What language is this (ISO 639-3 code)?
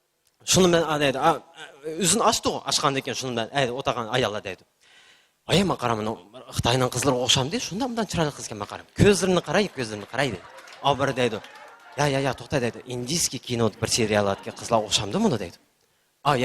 uig